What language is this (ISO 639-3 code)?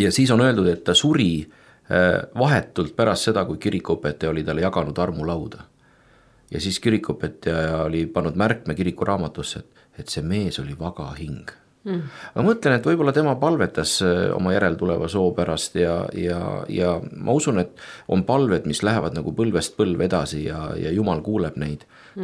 est